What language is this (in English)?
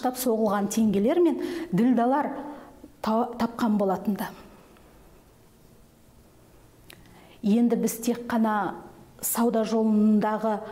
Kazakh